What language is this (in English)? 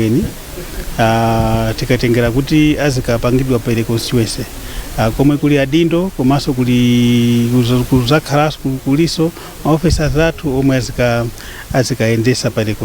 Nyanja